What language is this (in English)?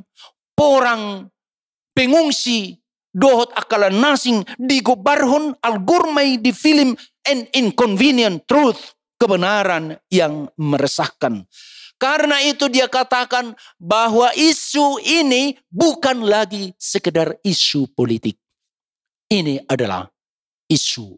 Batak Toba